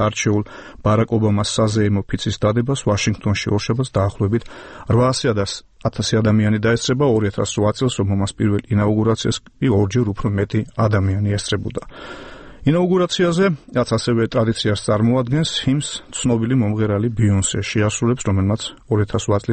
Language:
Georgian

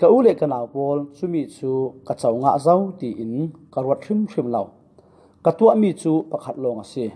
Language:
Falam Chin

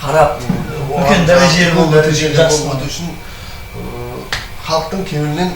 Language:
Kara-Kalpak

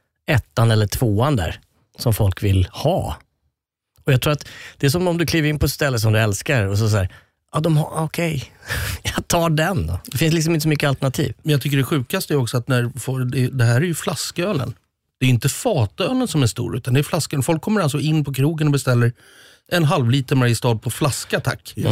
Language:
Swedish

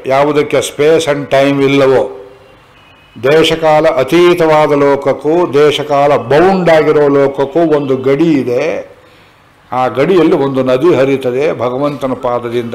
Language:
Kannada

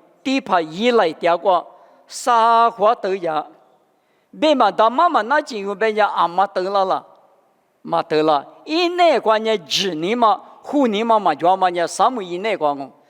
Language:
Lisu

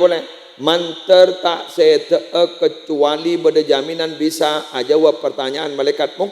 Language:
Madurese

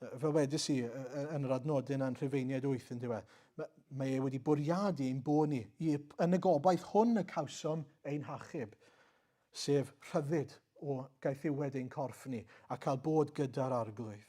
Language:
Welsh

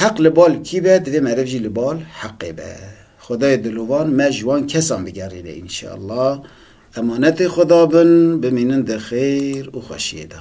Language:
Kurdish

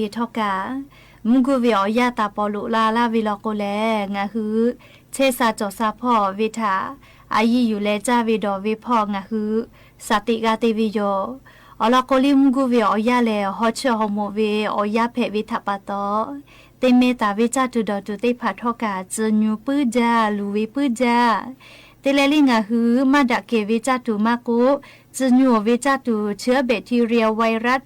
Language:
Lahu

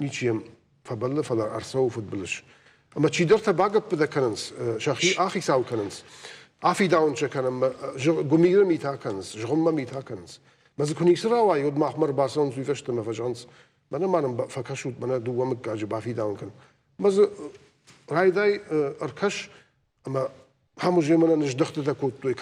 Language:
Ossetic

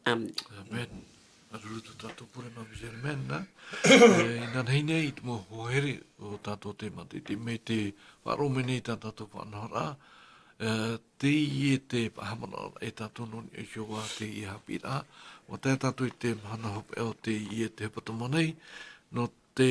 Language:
Tahitian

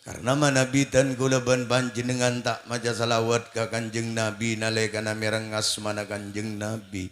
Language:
Madurese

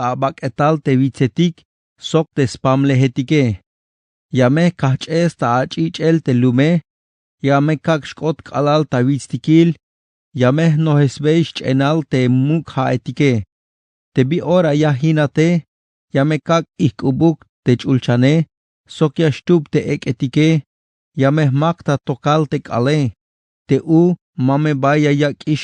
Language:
Tzeltal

